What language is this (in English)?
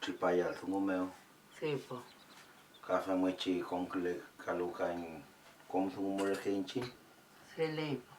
Mapuche